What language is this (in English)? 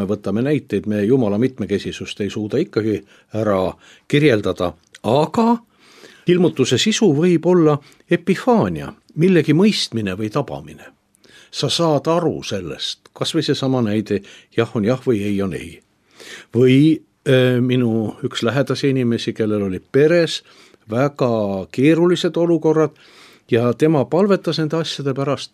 Estonian